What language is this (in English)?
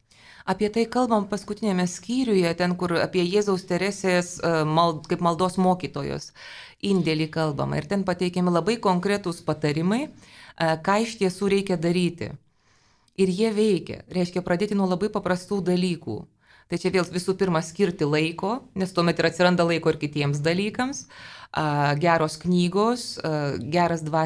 Lithuanian